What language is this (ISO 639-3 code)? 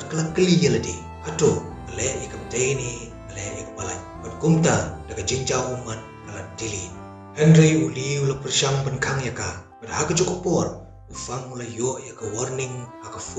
kha